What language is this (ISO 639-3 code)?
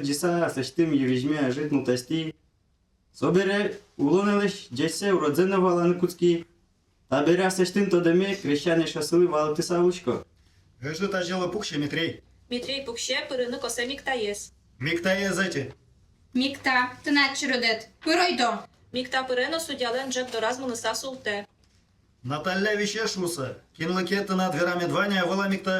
udm